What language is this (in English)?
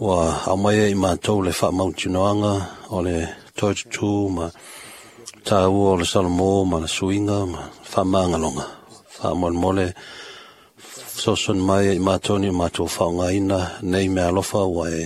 Samoan